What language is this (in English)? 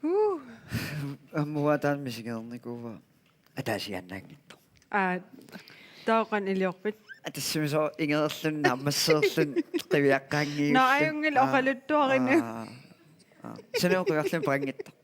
Kalaallisut